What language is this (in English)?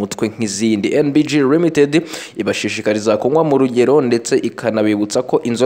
Kinyarwanda